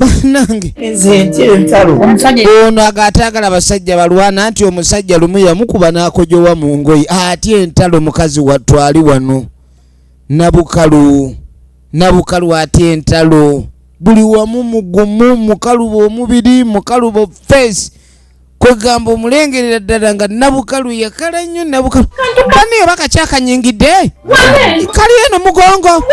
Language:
Ganda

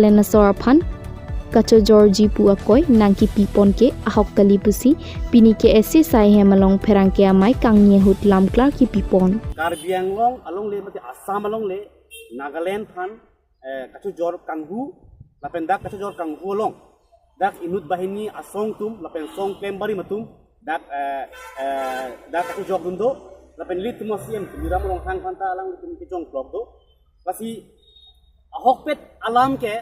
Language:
Karbi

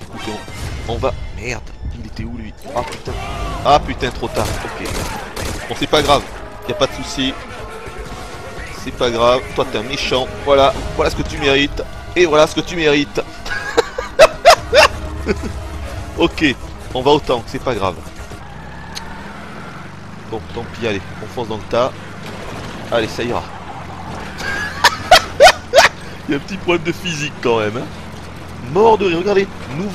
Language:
French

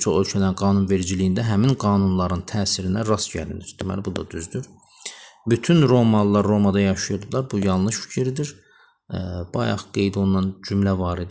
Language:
Azerbaijani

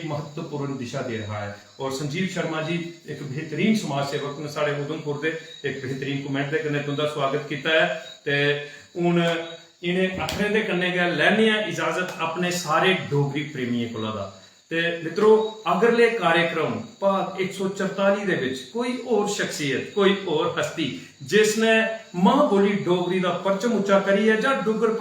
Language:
Dogri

